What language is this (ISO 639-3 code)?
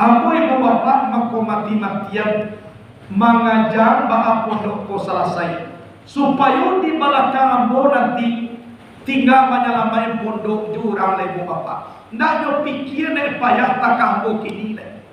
min